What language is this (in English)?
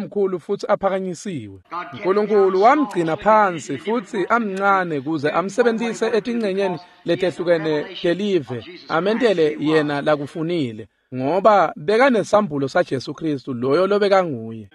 Swati